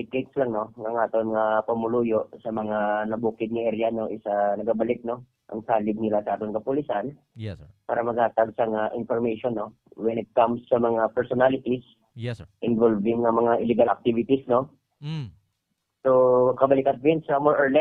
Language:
Hiligaynon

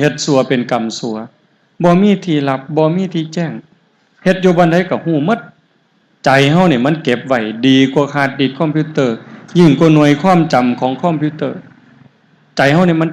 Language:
Northeastern Thai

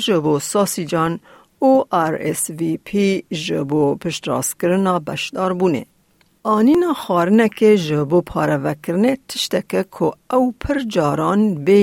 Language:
Kurdish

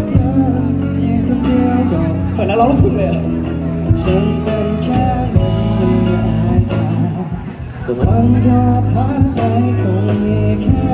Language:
Thai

